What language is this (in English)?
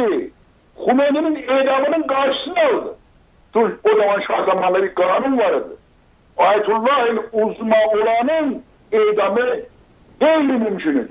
South Azerbaijani